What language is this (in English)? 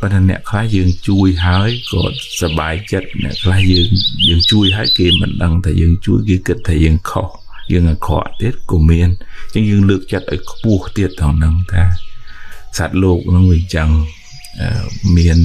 Khmer